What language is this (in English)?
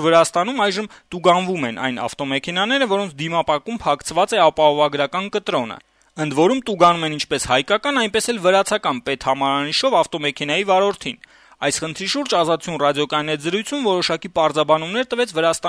Armenian